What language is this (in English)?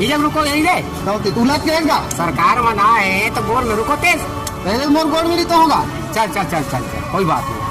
Chhattisgarhi